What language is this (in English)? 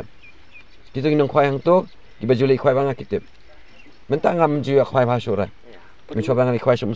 Khasi